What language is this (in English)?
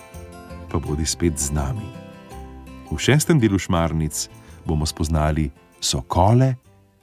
Slovenian